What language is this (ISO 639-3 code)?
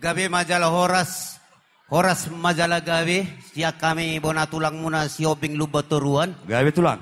bbc